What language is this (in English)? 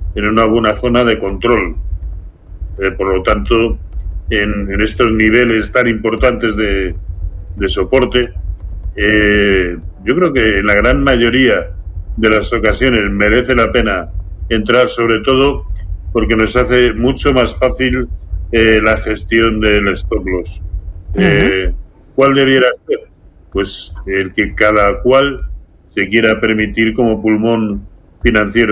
Spanish